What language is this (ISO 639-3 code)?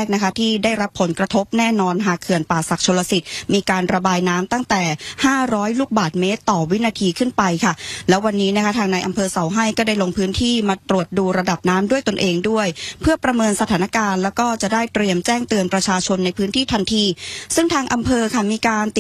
tha